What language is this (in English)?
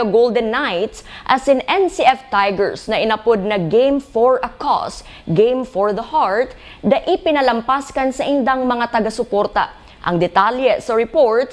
Bikol